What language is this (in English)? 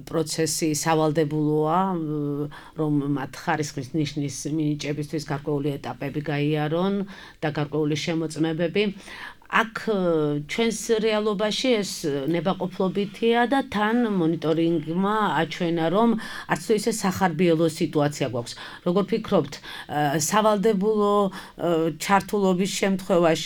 Georgian